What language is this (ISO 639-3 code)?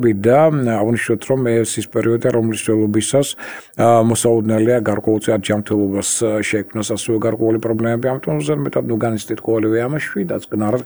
kat